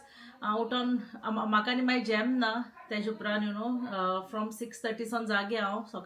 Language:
Konkani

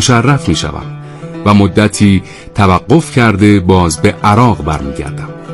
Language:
Persian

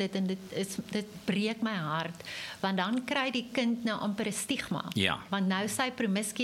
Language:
Afrikaans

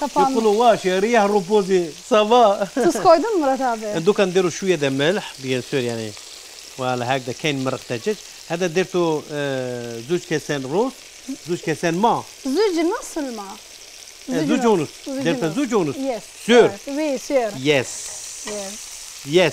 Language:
Algerian Arabic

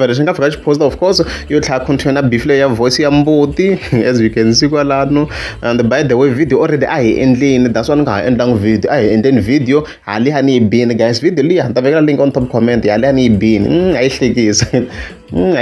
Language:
Tsonga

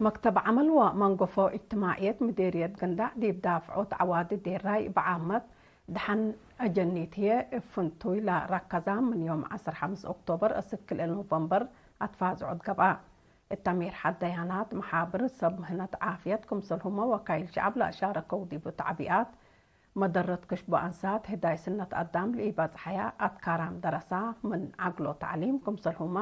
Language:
Tigre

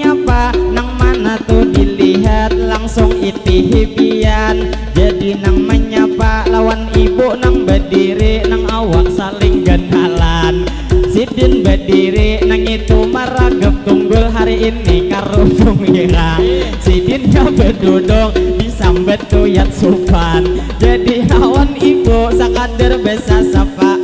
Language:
Banjar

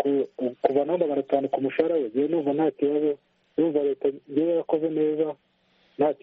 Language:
Kinyarwanda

